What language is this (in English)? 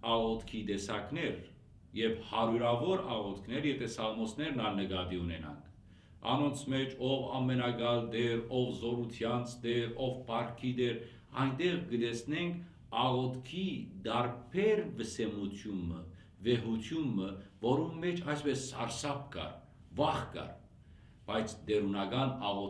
Western Armenian